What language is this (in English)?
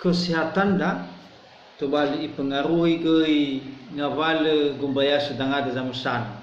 Nias